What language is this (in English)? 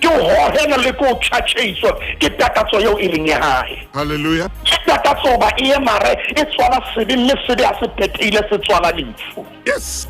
Southern Sotho